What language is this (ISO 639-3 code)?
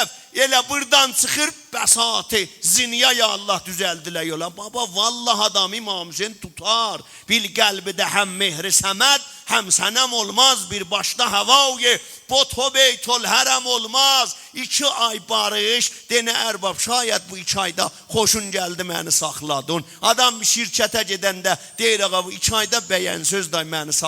azb